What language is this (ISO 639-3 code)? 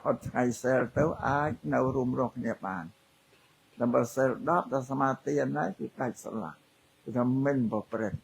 khm